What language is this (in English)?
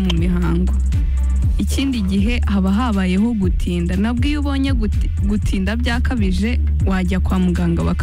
Kinyarwanda